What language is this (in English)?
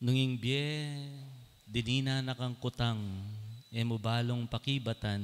Pampanga